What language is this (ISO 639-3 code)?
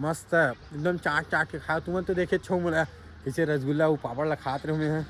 hne